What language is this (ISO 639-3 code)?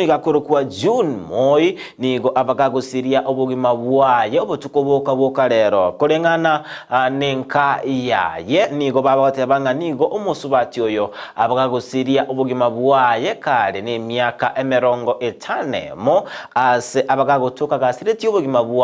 guz